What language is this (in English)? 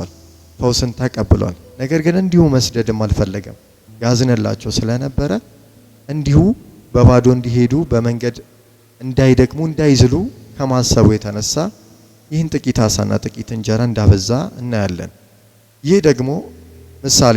Amharic